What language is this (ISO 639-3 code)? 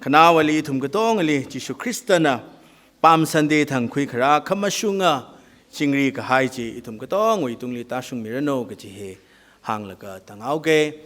nmf